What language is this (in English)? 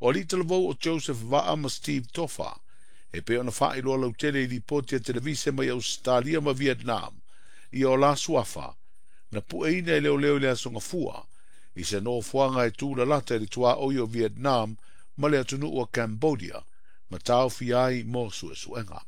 Samoan